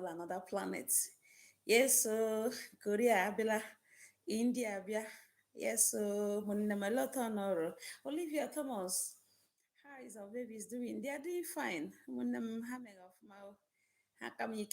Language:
Igbo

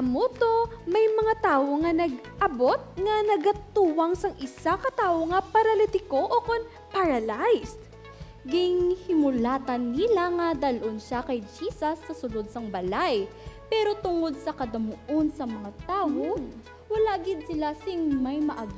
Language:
Hiligaynon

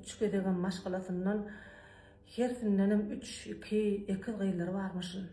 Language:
Turkmen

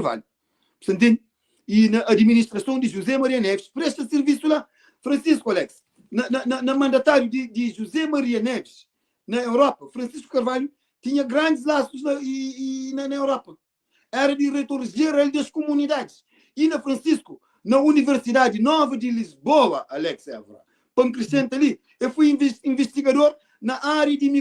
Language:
Kabuverdianu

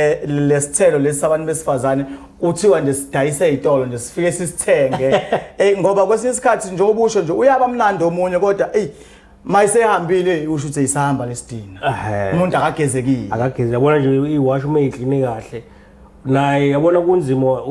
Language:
Zulu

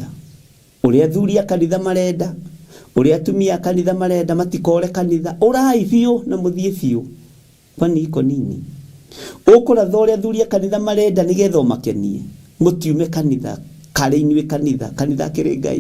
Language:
Kikuyu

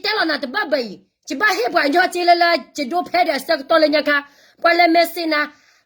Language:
S'gaw Karen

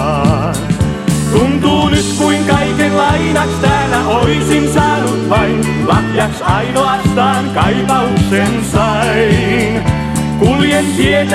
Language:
Finnish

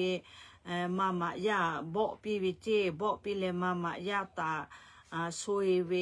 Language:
Lahu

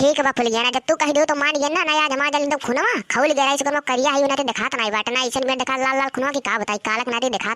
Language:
Awadhi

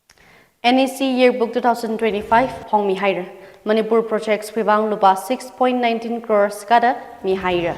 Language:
Tangkhul Naga (India)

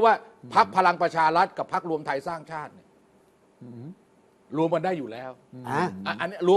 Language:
Thai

